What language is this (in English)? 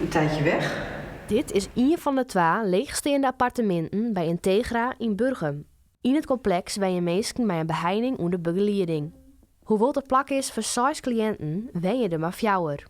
Western Frisian